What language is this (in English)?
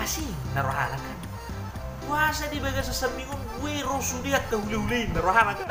Batak Toba